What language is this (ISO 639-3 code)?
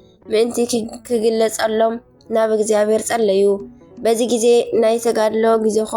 tir